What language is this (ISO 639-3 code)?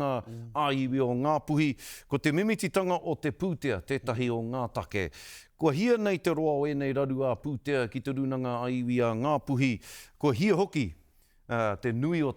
mri